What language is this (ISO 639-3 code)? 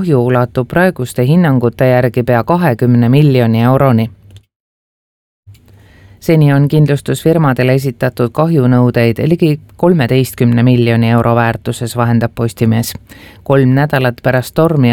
est